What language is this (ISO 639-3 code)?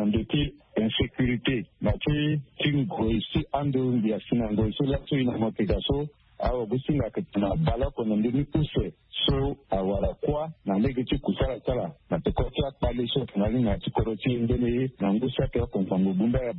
sag